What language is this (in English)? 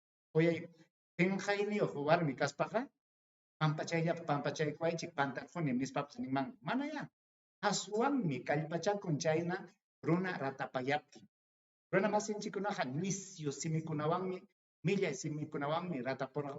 Ayacucho Quechua